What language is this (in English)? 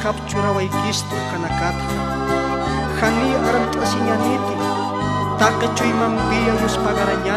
Aymara